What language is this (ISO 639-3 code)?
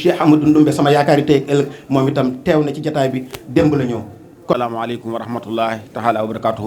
wol